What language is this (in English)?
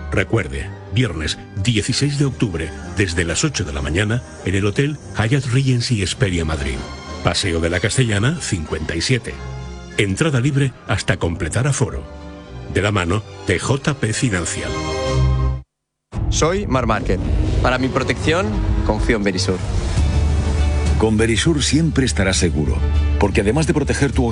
Spanish